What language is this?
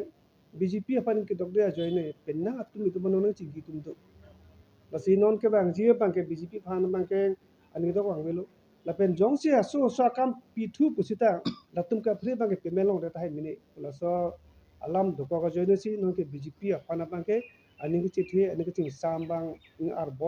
Karbi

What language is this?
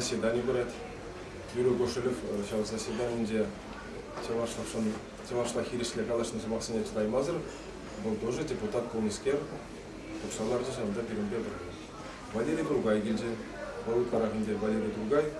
Chuvash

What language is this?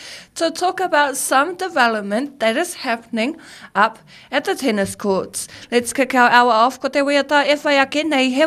Māori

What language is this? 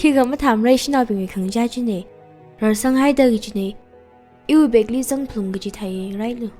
Tangkhul Naga (India)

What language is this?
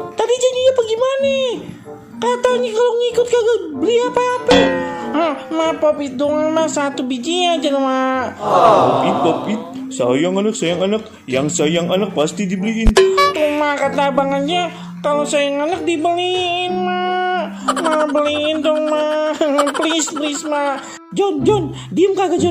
Betawi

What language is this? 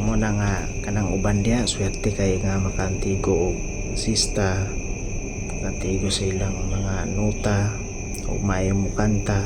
Cebuano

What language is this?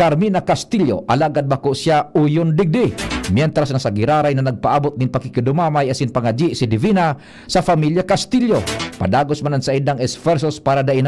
Bikol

